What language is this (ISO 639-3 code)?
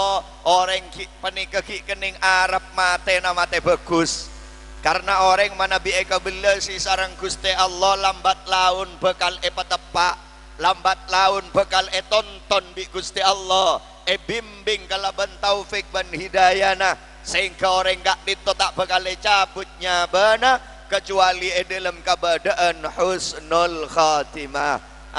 mad